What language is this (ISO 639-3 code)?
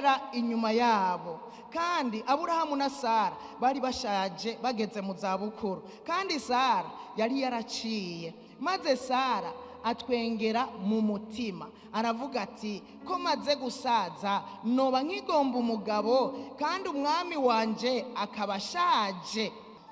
run